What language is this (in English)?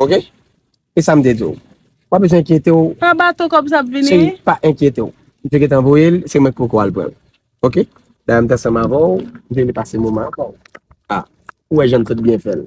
Haitian Creole